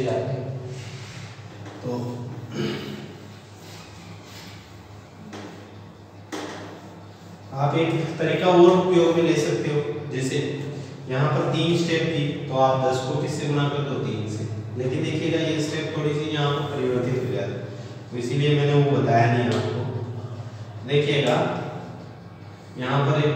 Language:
Hindi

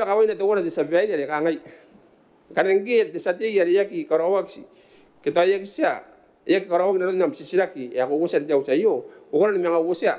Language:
Gilbertese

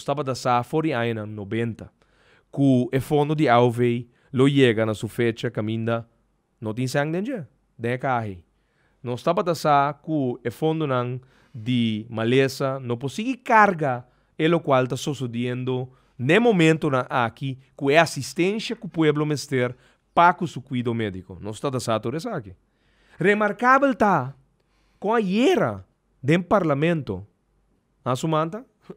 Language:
Papiamento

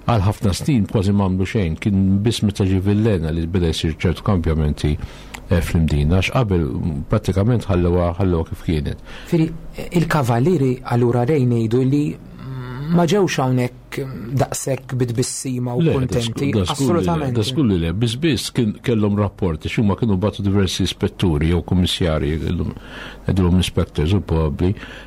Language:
Maltese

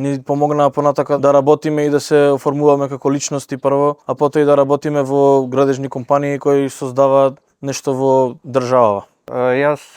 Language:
Macedonian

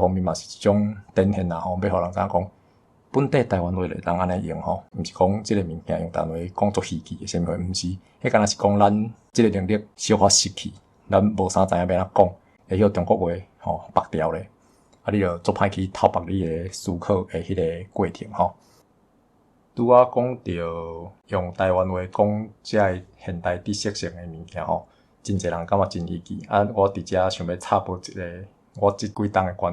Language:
Min Nan Chinese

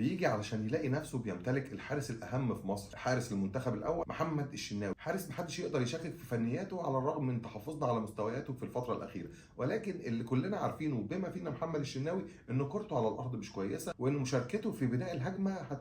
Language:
Egyptian Arabic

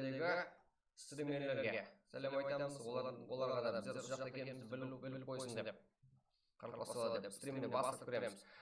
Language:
Kara-Kalpak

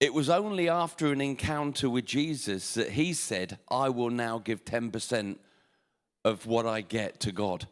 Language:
English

